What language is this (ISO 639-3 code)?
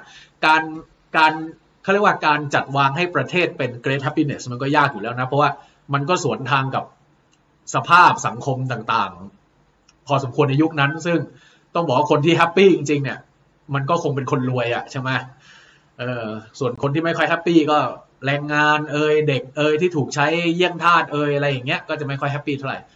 tha